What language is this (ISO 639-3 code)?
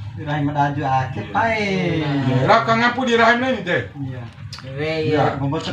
bhp